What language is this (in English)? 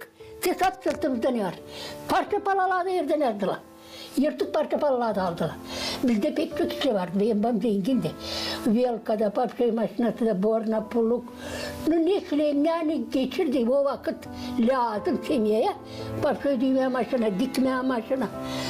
Gagauz